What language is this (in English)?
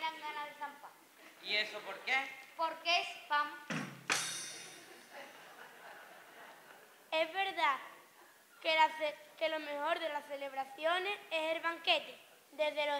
Spanish